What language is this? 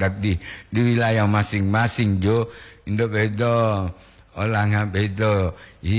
Gorontalo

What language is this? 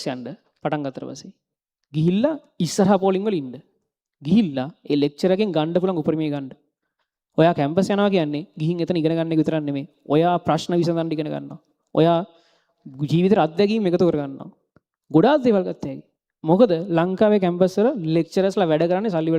Sinhala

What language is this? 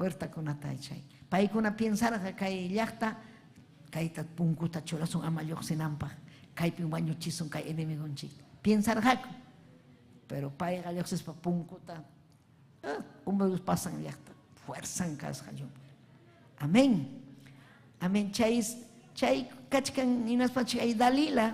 Ayacucho Quechua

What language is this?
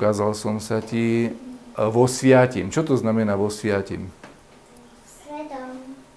Slovak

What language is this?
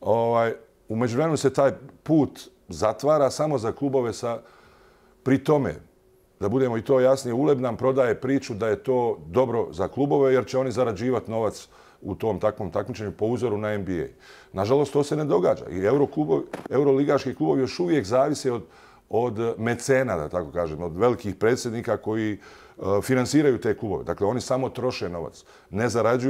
Bosnian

